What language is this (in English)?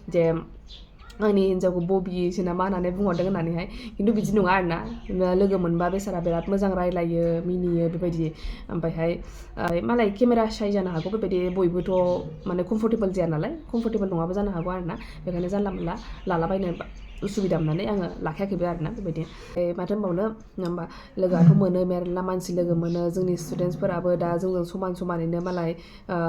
Bodo